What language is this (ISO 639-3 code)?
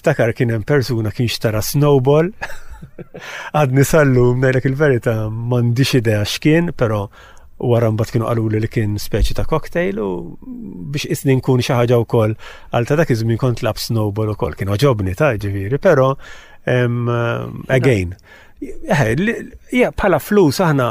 mlt